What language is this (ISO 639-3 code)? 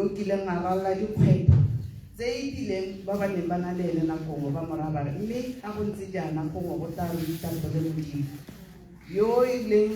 tsn